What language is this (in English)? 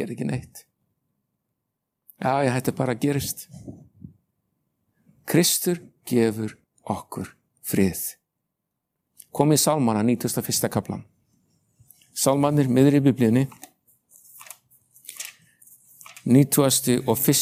Icelandic